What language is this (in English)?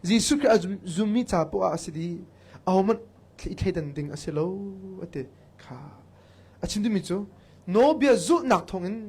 Hakha Chin